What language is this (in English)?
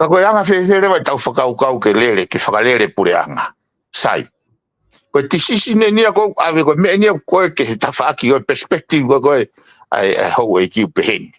Tongan